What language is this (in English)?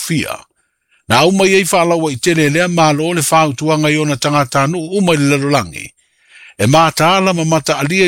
Samoan